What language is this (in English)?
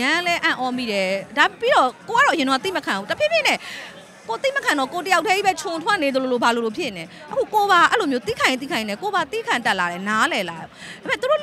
Burmese